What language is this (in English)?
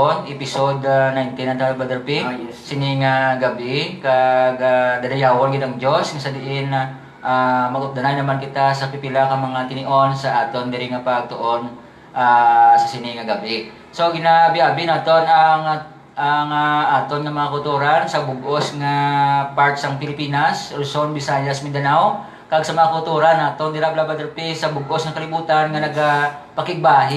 Hiligaynon